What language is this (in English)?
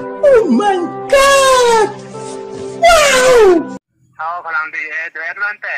Karbi